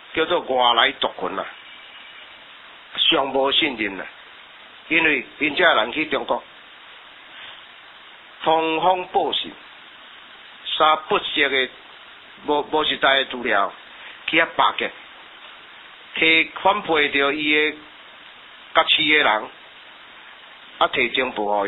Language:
Min Nan Chinese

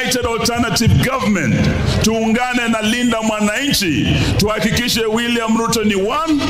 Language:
Kikuyu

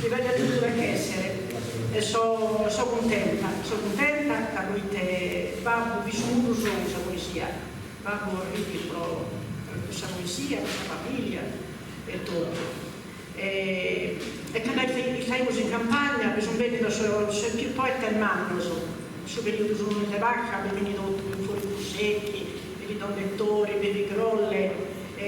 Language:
Sardinian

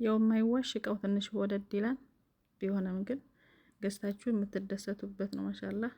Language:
Amharic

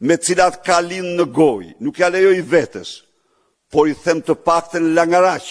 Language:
Albanian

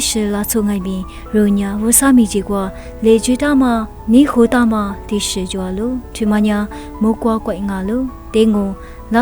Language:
Lisu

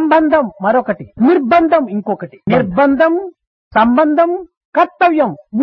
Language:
Telugu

